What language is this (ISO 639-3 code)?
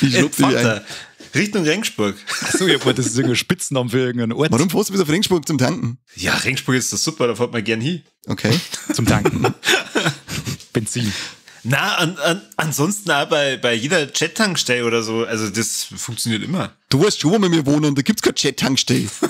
bar